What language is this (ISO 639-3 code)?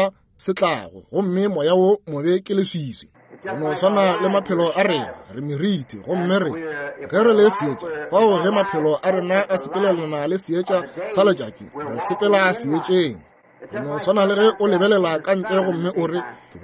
nso